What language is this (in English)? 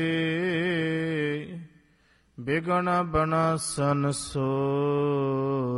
Punjabi